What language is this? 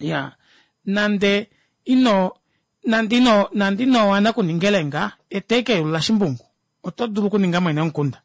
Kuanyama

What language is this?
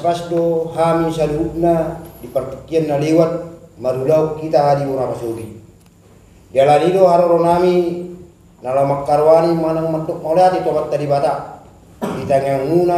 Batak Toba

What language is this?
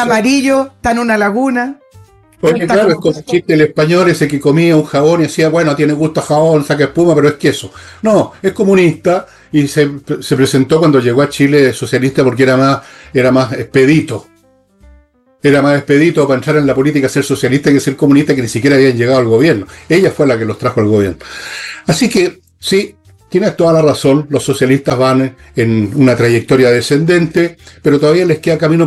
Spanish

